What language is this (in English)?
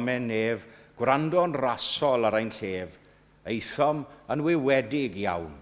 Welsh